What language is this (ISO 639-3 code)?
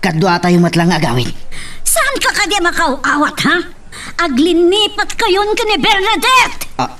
ilo